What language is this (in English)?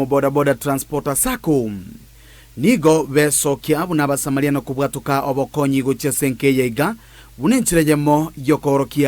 Gusii